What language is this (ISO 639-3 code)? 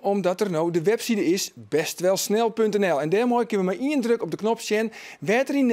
fry